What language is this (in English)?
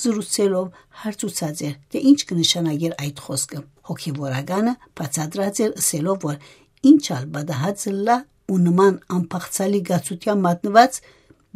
Armenian